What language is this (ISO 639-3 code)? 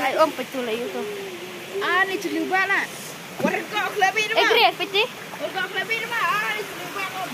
kha